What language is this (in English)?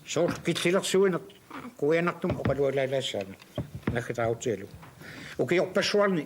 Kalaallisut